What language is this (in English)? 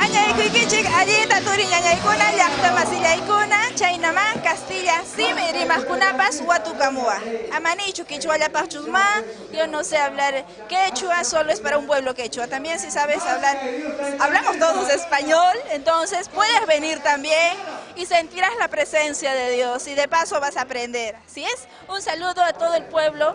Ayacucho Quechua